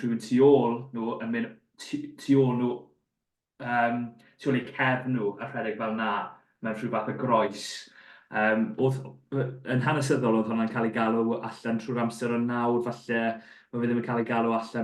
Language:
Welsh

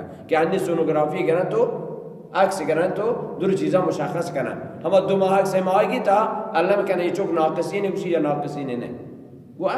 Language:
Baluchi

